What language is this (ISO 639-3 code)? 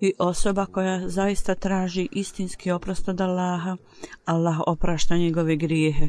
bos